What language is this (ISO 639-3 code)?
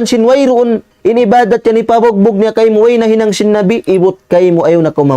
tsg